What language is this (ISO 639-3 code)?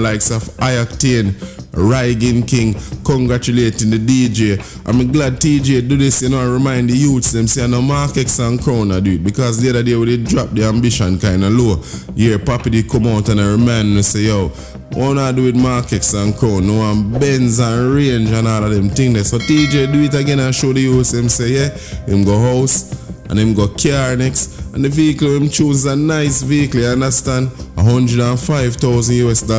jam